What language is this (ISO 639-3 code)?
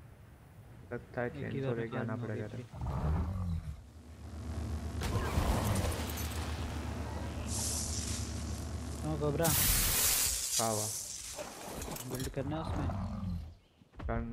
hin